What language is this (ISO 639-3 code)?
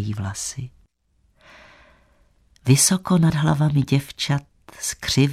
ces